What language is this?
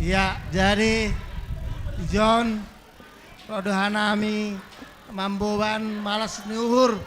Batak Simalungun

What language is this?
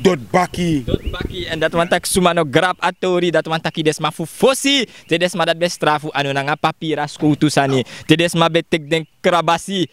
Sranan Tongo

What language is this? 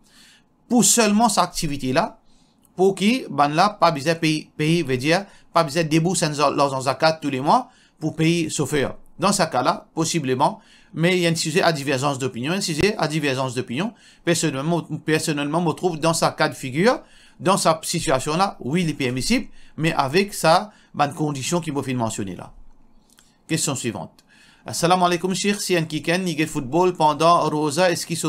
Morisyen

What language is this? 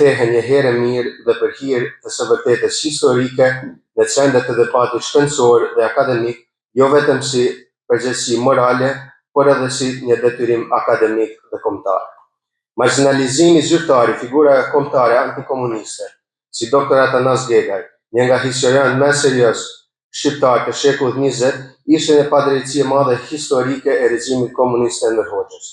Albanian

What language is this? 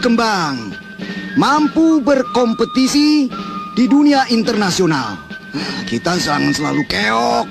Indonesian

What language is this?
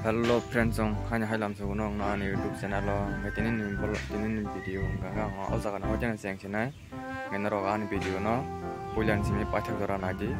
Kok Borok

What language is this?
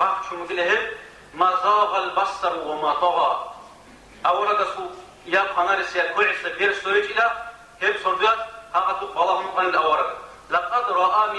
Avaric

